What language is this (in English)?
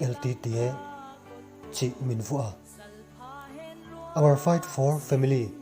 Paite Chin